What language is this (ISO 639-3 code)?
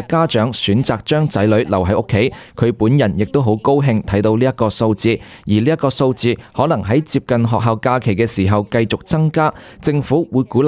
yue